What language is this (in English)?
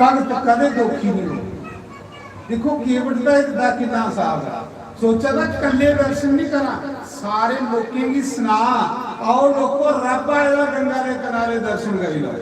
Dogri